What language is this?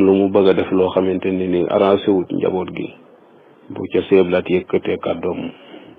Wolof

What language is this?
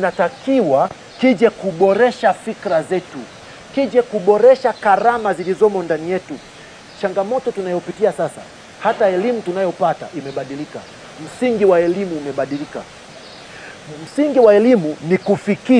Swahili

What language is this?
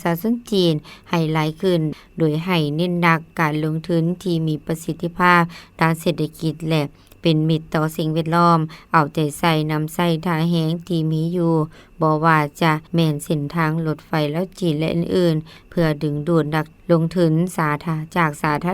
Lao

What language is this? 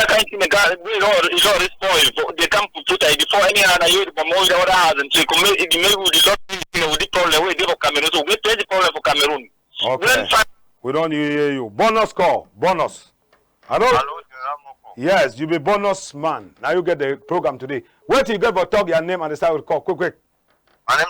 Cameroon Pidgin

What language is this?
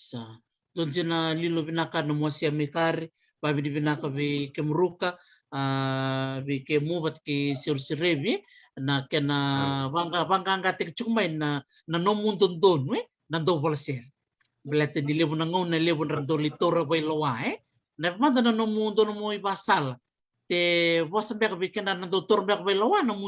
Fijian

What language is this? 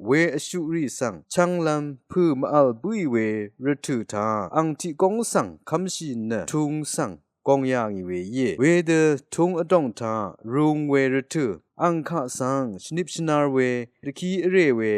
Rawang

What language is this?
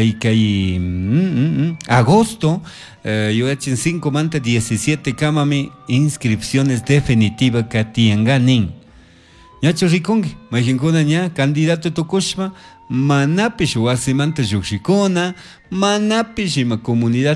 Chimborazo Highland Quichua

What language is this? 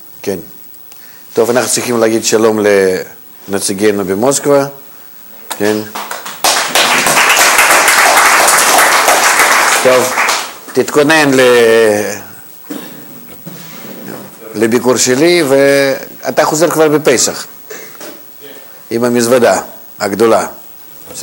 Hebrew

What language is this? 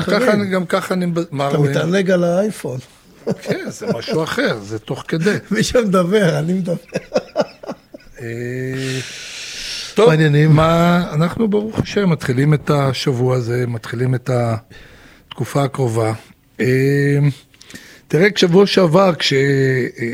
Hebrew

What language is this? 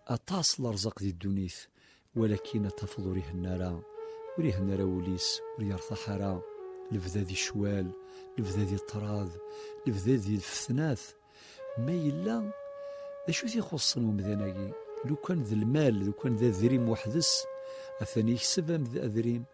Kabyle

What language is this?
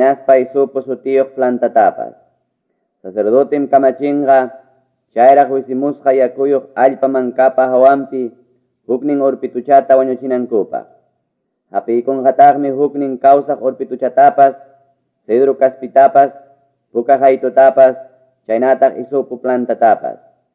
Quechua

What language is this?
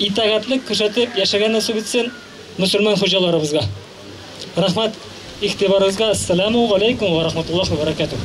Bashkir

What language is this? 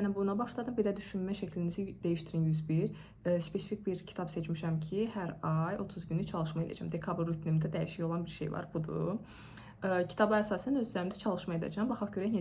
Azerbaijani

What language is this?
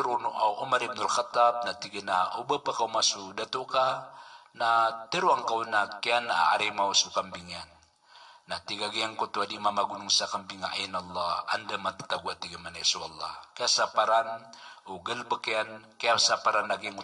Maranao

